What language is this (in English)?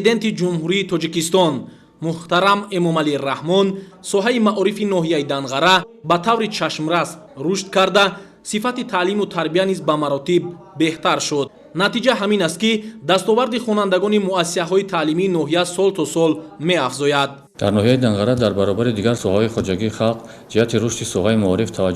Tajik